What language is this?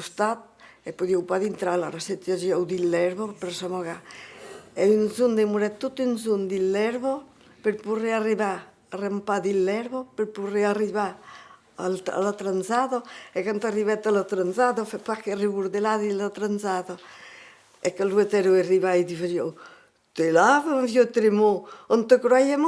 Occitan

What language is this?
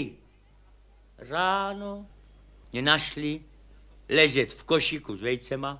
Czech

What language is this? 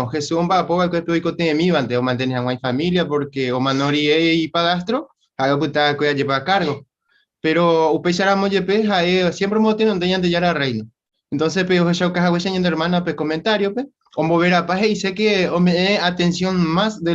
Guarani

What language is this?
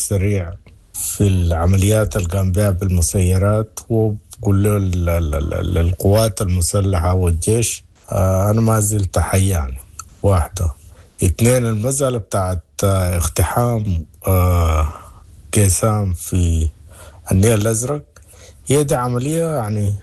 Sudanese Arabic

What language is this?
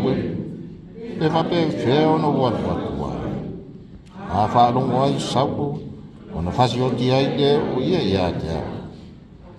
Samoan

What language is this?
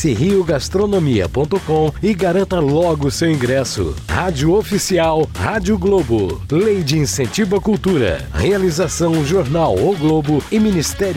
Portuguese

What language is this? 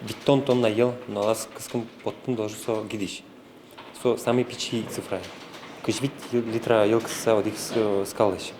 Udmurt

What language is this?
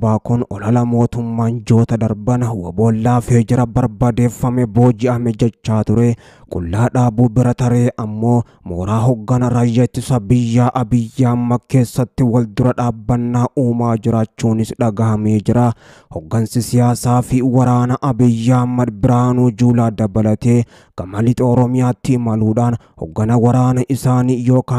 Oromo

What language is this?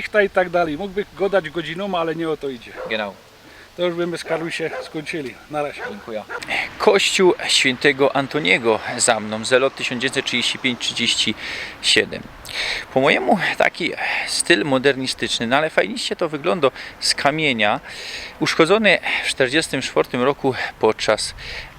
Silesian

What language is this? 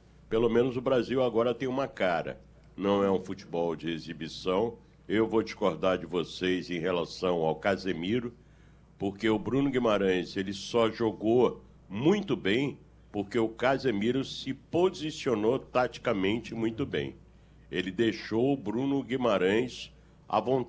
Portuguese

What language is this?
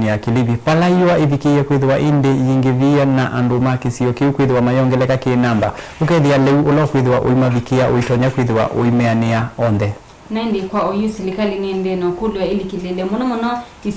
Kamba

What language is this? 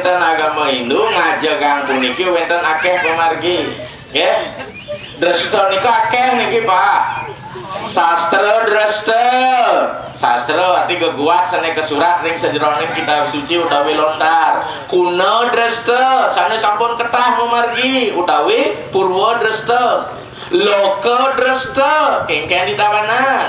Balinese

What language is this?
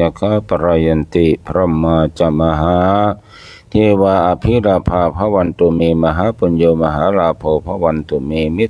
Pali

